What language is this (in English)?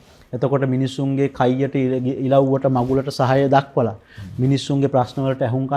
Sinhala